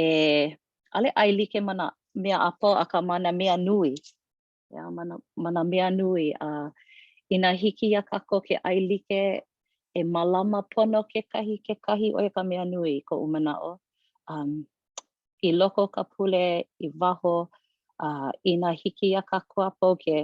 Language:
Hawaiian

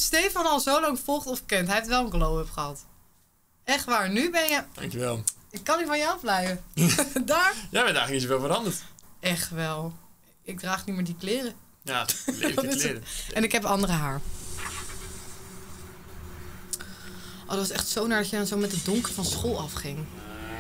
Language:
Dutch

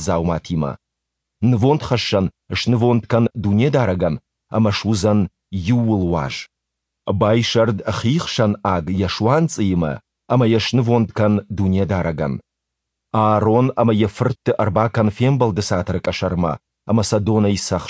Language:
Ossetic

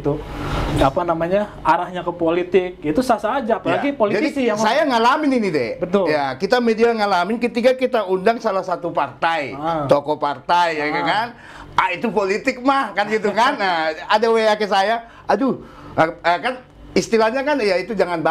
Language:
Indonesian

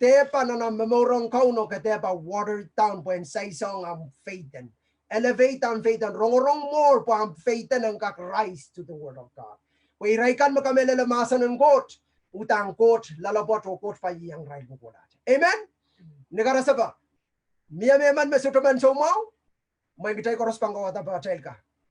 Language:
Pohnpeian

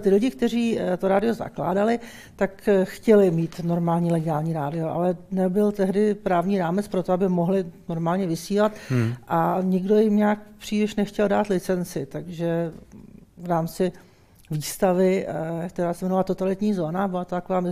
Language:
Czech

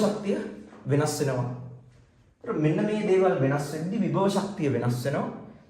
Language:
Sinhala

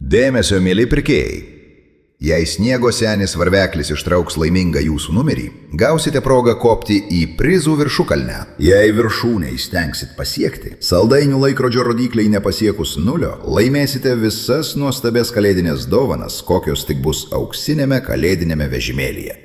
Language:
Lithuanian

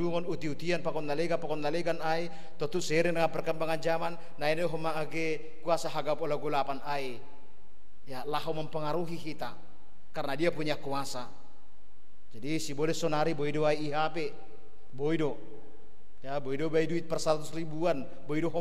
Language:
Batak Simalungun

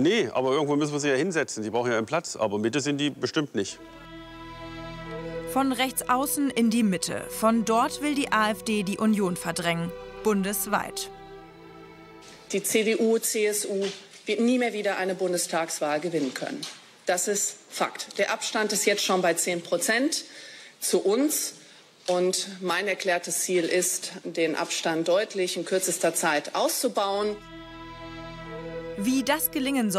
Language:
German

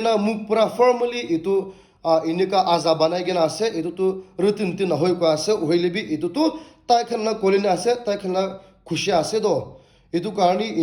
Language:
Naga Pidgin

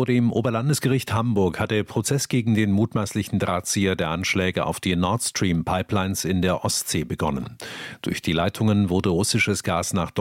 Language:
German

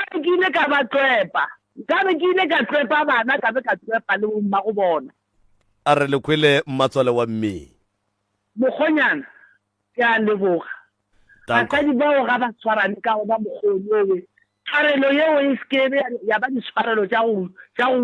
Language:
Northern Sotho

